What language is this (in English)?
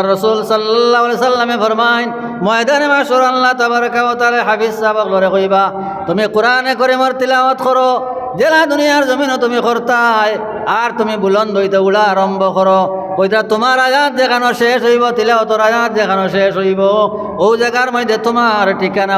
Sylheti